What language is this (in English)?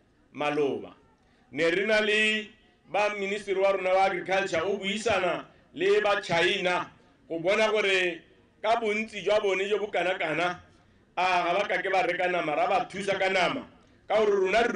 Tswana